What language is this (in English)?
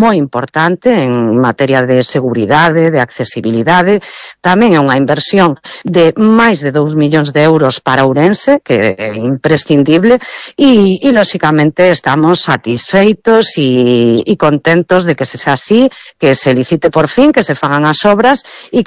Galician